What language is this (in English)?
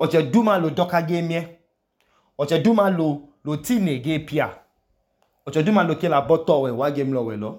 Idoma